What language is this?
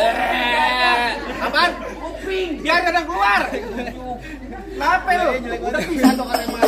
Betawi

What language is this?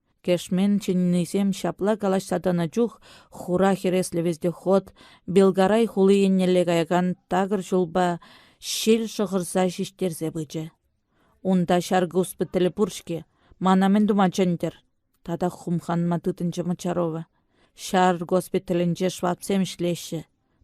Chuvash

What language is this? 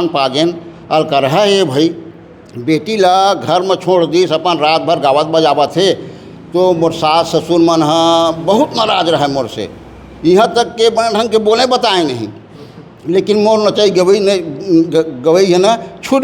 Chhattisgarhi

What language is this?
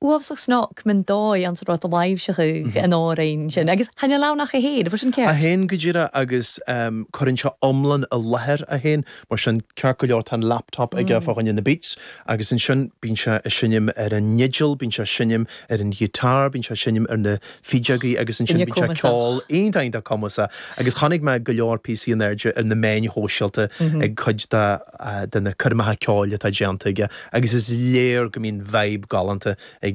Irish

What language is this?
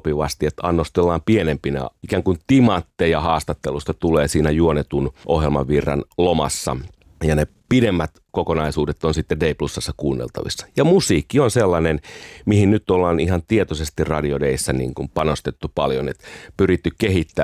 Finnish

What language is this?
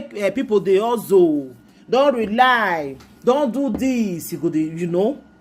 Nigerian Pidgin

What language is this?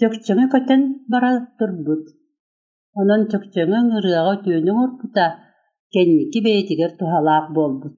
Yakut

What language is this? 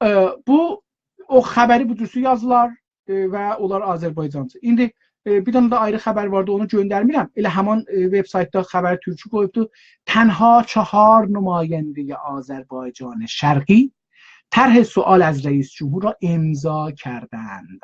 South Azerbaijani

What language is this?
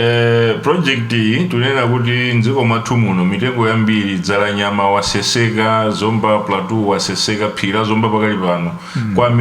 Nyanja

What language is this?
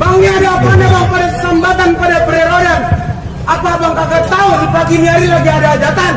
Betawi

